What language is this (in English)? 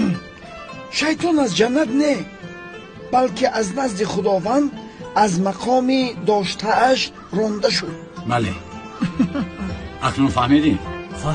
Tajik